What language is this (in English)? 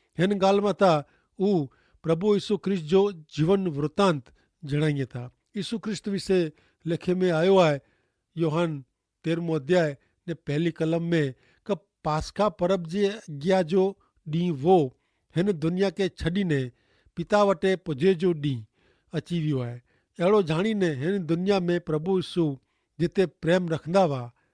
Kachhi